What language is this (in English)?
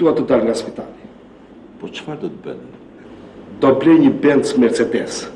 Albanian